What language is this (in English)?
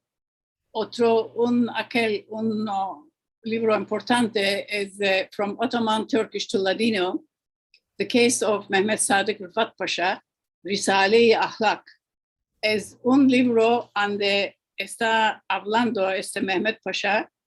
Ladino